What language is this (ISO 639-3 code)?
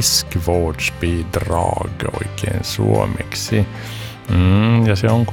fin